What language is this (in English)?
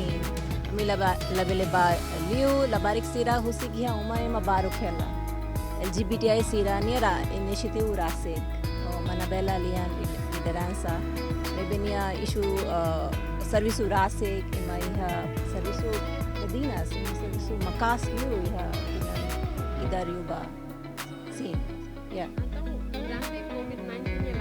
Tetum